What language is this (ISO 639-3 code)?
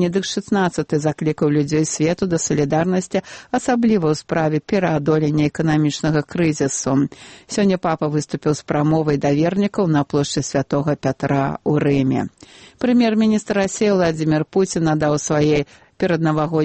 bel